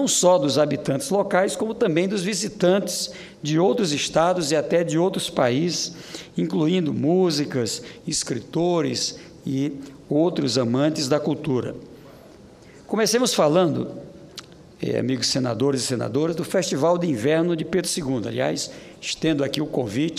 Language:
Portuguese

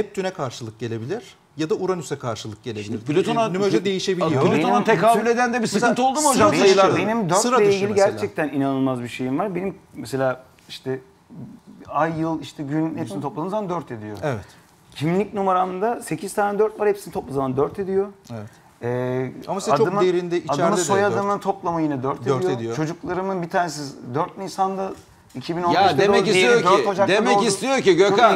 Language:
Turkish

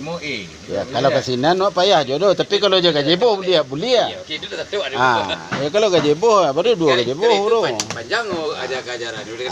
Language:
Minangkabau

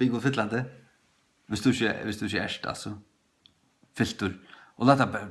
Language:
Faroese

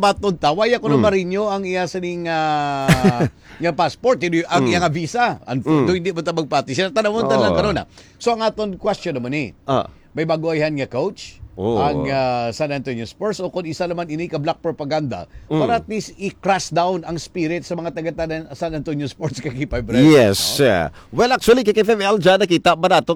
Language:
Hiligaynon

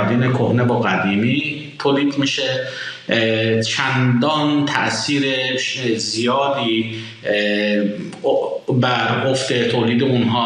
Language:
Persian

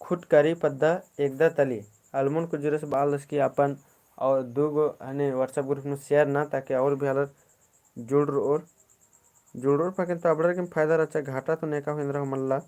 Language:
Kurukh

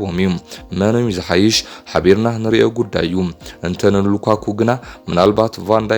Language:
Tigrinya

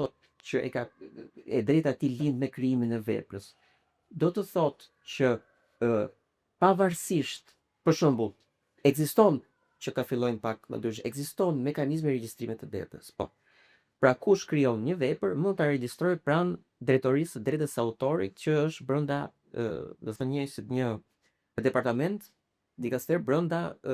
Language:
Albanian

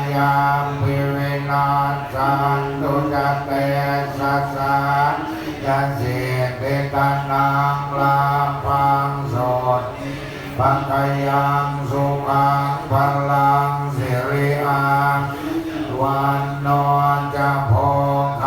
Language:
Pali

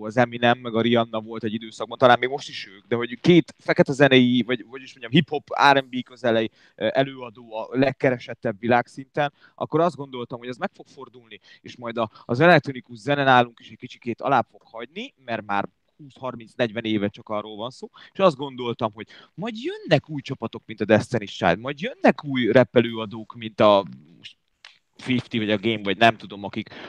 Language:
Hungarian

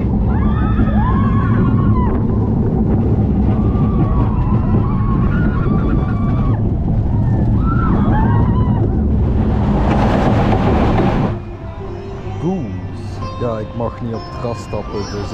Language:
Dutch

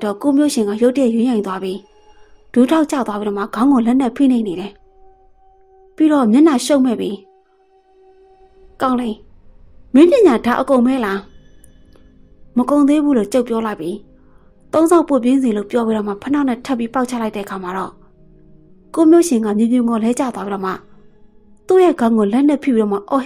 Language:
Burmese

